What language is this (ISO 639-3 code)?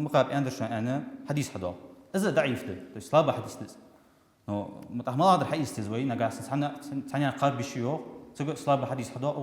inh